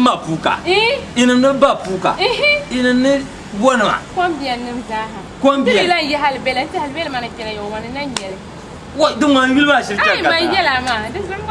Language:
Dagbani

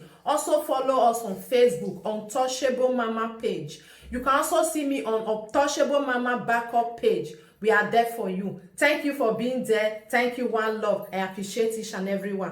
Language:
Nigerian Pidgin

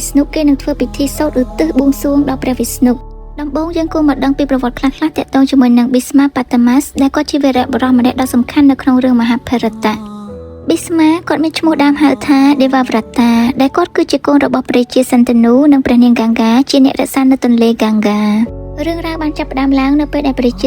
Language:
Khmer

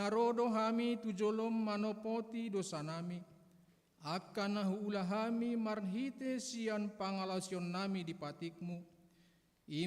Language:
Batak Toba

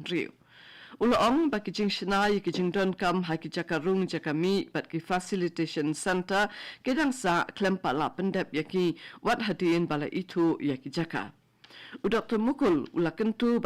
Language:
Khasi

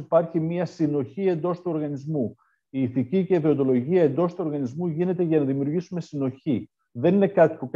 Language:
Greek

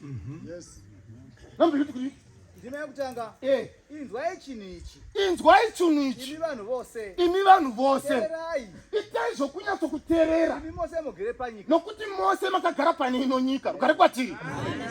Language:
Shona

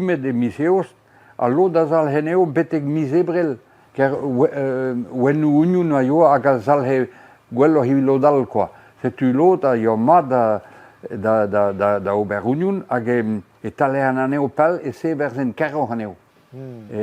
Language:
Breton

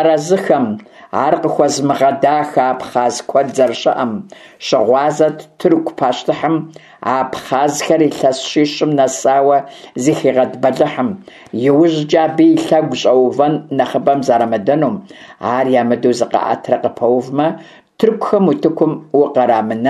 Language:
Kabardian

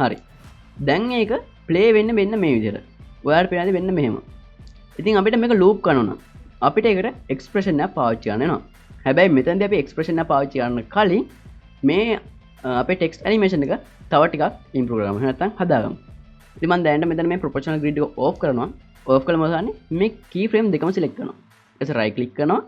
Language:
Sinhala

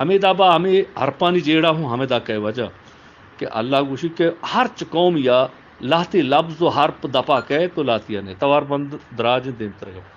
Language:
Eastern Balochi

